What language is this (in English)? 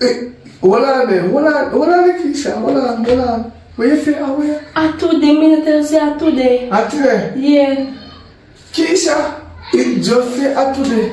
Jamaican Creole English